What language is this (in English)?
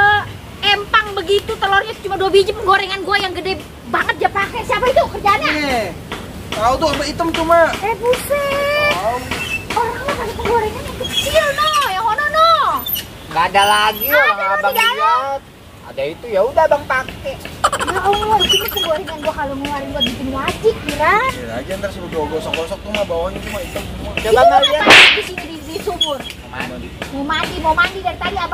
Betawi